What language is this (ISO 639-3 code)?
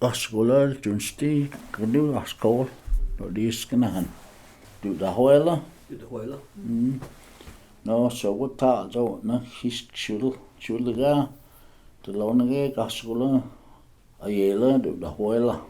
chr